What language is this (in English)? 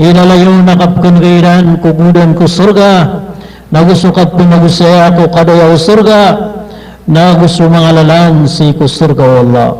Maranao